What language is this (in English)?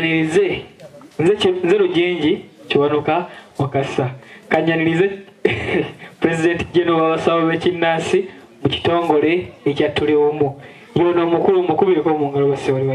Ganda